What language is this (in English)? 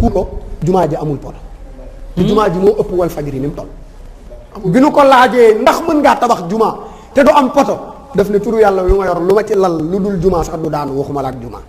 Wolof